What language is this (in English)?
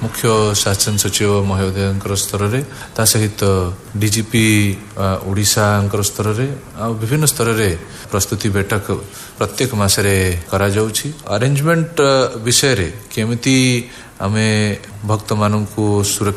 Odia